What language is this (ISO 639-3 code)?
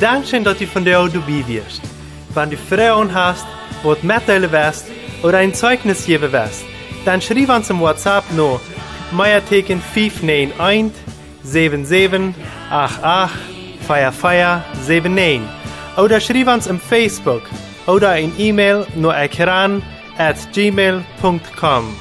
pdt